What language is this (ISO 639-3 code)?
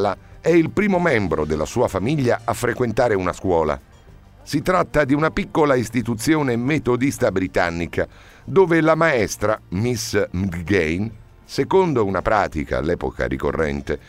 ita